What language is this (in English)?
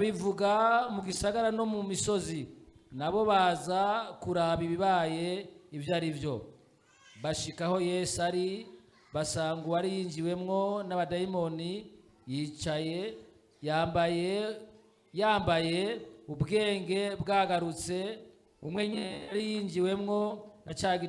Rundi